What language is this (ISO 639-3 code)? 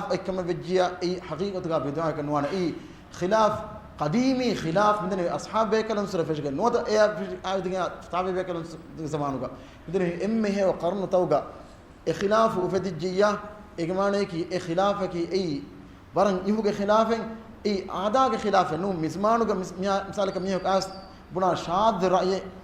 div